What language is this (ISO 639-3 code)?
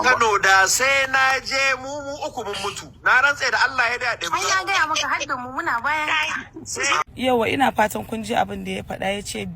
hau